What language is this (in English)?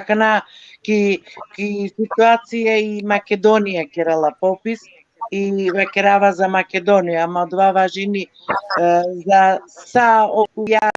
Balkan Romani